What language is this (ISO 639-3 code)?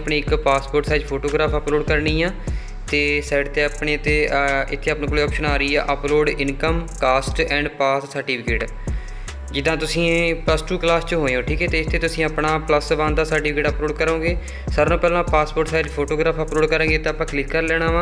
pan